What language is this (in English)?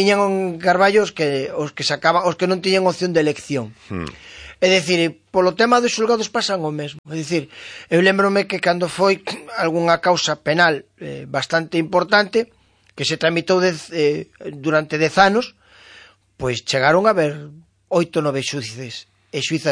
Galician